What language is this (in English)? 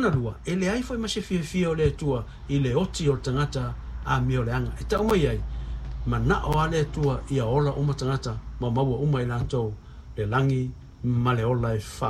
Samoan